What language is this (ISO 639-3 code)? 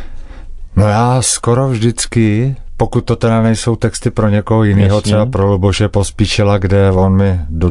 ces